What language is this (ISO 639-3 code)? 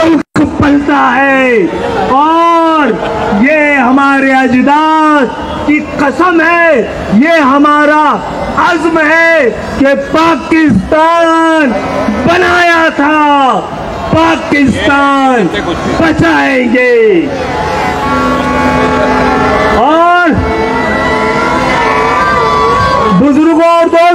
urd